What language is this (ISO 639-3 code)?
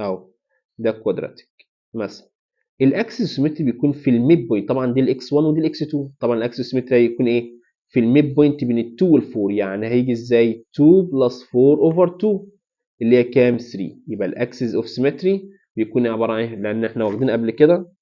arz